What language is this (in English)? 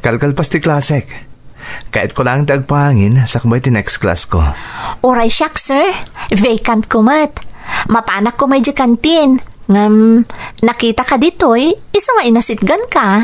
Iloko